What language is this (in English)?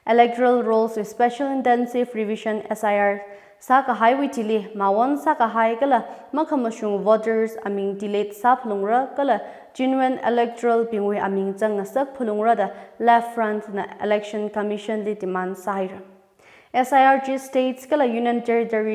Tangkhul Naga (India)